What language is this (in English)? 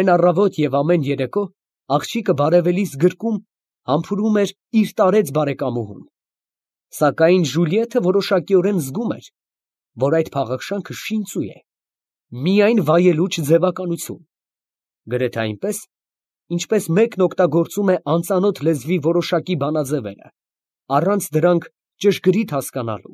Armenian